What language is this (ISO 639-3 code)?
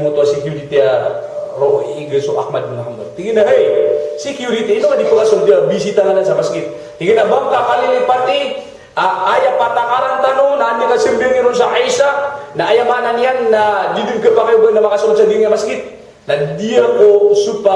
mrw